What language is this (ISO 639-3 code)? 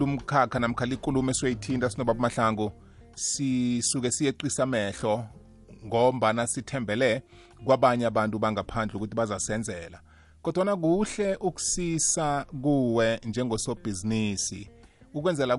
nbl